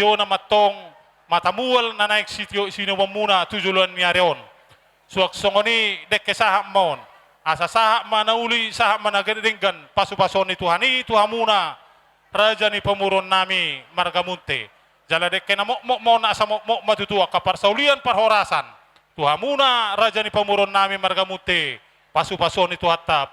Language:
Batak Toba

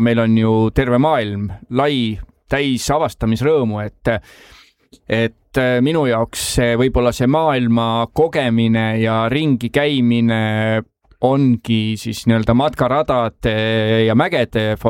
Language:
Estonian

